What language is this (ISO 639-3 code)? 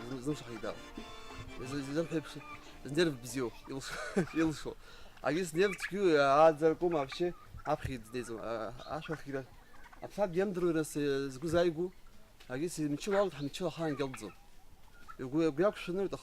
abk